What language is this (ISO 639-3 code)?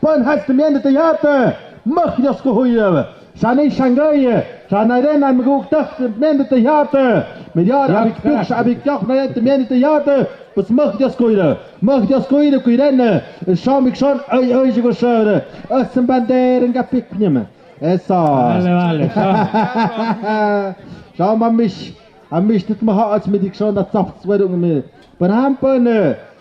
mxp